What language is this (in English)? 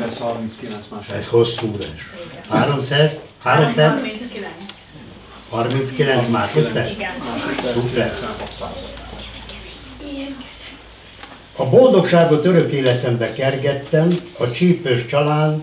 Hungarian